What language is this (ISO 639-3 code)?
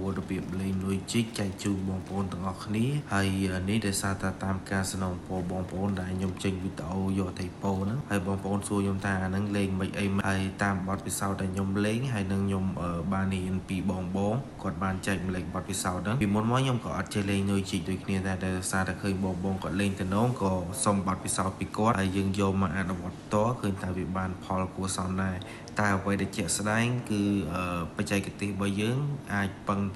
khm